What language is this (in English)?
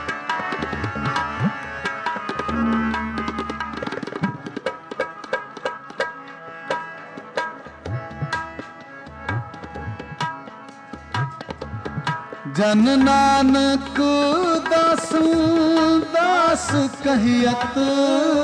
Punjabi